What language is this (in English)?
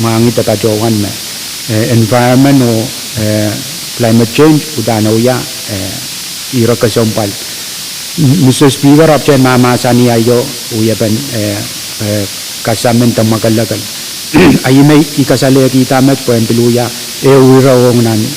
Pohnpeian